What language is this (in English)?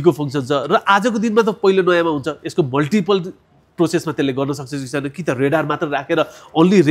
Nepali